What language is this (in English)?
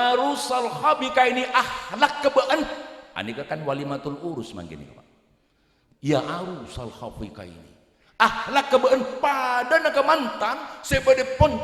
Madurese